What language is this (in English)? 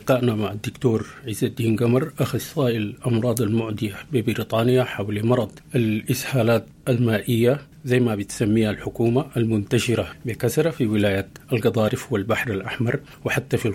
Sudanese Arabic